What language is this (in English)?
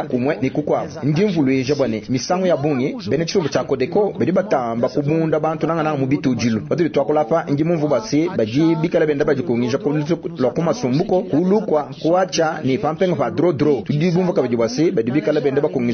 Luba-Lulua